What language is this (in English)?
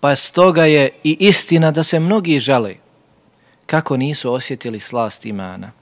Bosnian